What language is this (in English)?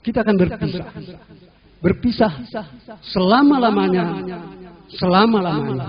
Batak Karo